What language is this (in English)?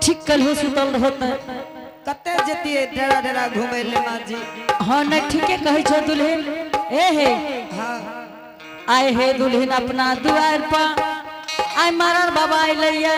Angika